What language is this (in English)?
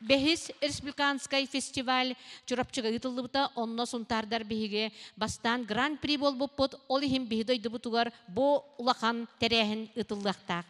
Yakut